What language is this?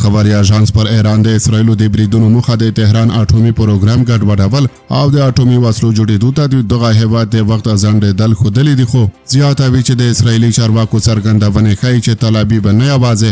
Pashto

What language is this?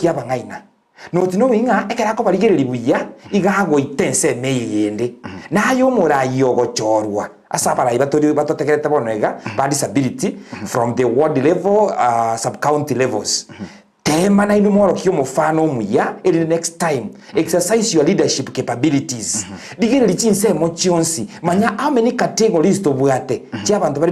Gusii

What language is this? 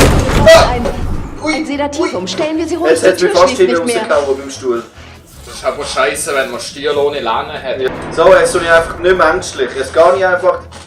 Swiss German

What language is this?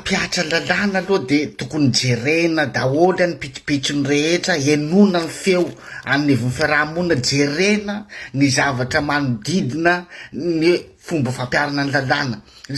Malagasy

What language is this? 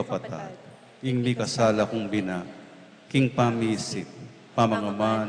Pampanga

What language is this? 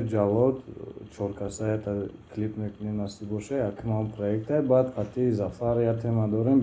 Tajik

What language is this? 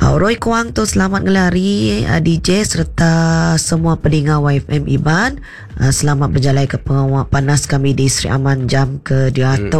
Iban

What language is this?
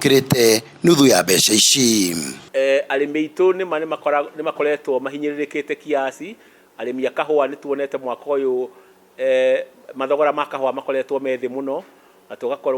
Kikuyu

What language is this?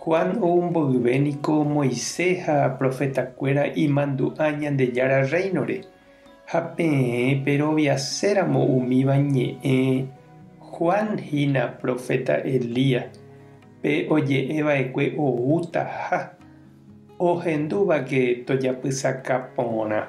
Guarani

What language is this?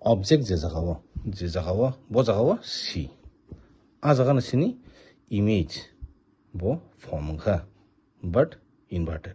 Kok Borok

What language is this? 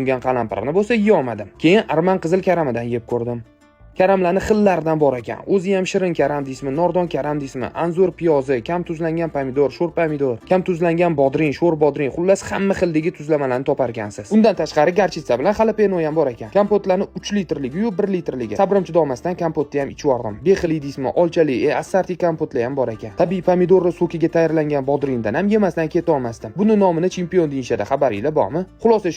Uzbek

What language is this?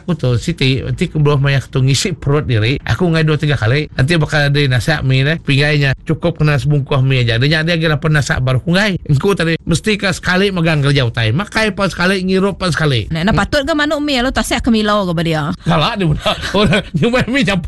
Iban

